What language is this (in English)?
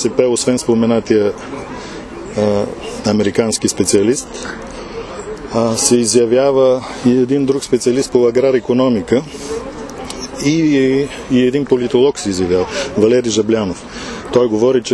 Bulgarian